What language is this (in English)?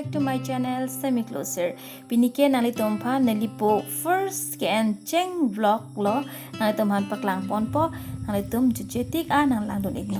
Karbi